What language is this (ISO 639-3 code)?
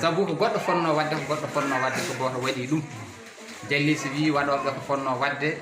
ful